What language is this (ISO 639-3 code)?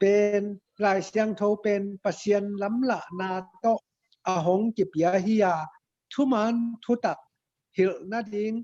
ctd